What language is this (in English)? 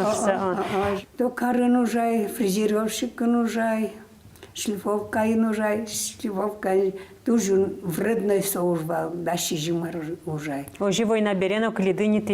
Udmurt